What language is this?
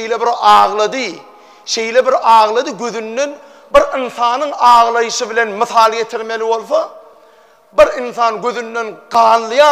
Turkmen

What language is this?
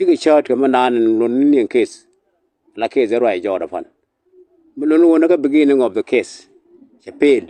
Nuer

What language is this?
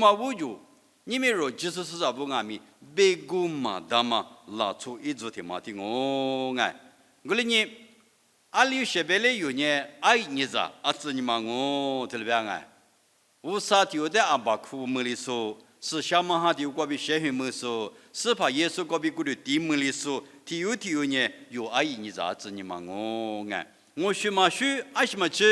Lisu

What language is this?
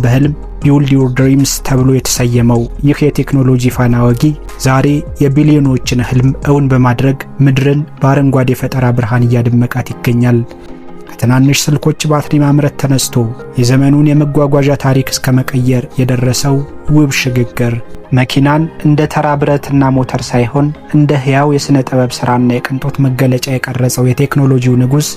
Amharic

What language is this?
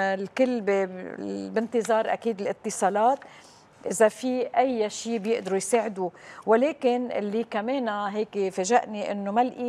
North Levantine Arabic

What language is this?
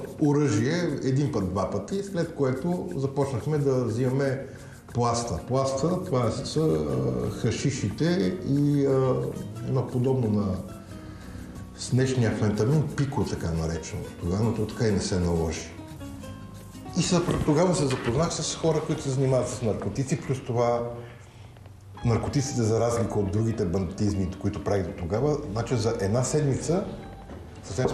Bulgarian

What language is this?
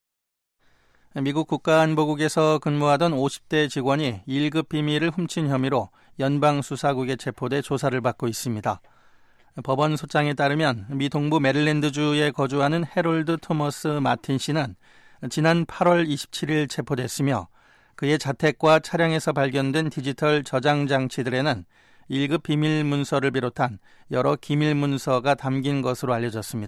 Korean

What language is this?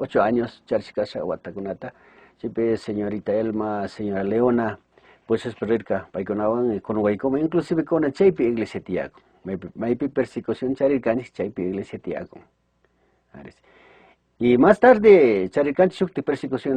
Chimborazo Highland Quichua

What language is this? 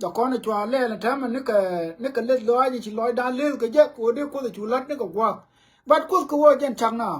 Nuer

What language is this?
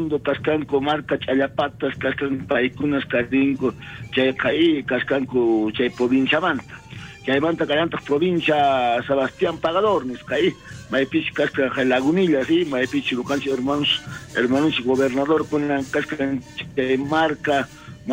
South Bolivian Quechua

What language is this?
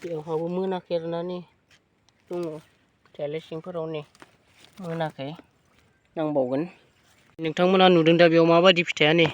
Bodo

